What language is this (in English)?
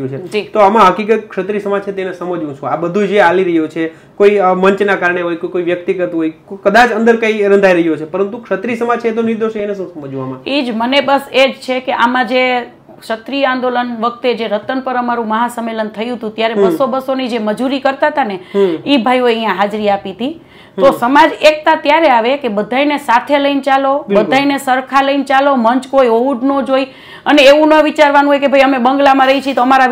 Gujarati